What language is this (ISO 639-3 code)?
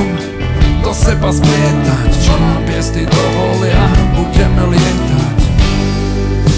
slk